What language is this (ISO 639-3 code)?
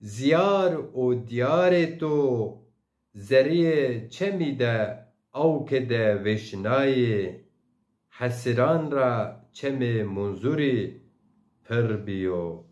zza